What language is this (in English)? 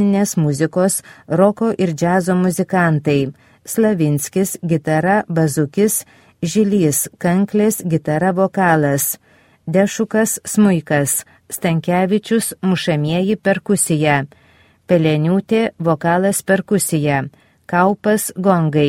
Lithuanian